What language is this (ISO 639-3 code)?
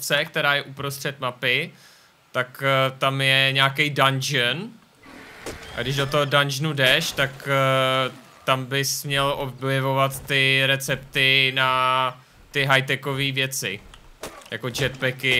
ces